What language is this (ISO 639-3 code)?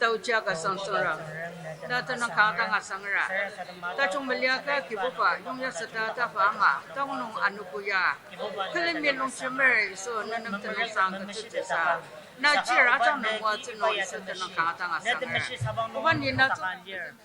njo